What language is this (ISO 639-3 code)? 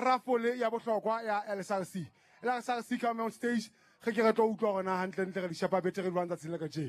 sot